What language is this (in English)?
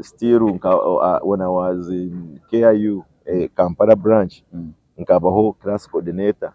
Nyankole